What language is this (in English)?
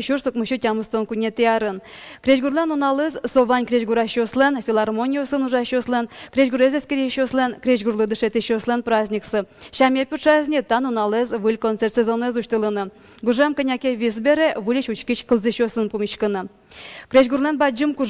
Udmurt